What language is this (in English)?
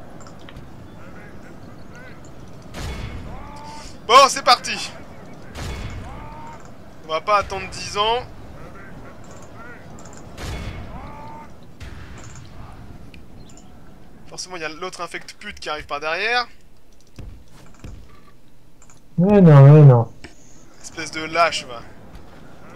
French